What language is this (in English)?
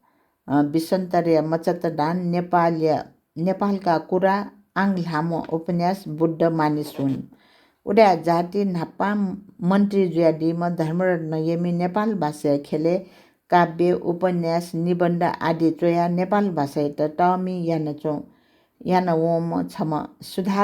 Newari